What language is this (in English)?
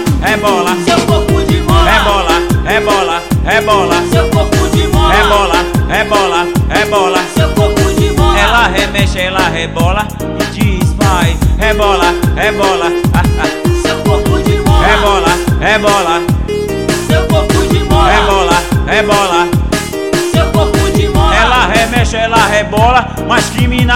Portuguese